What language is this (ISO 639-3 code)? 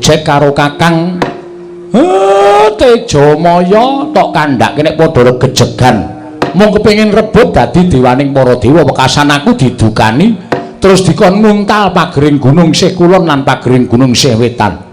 jav